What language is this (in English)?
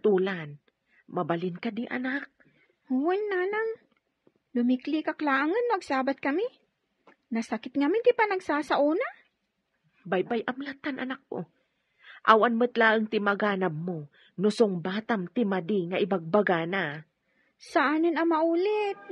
Iloko